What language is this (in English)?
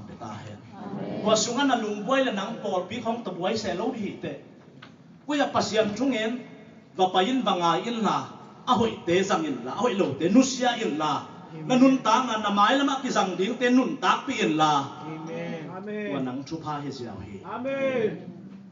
Tedim Chin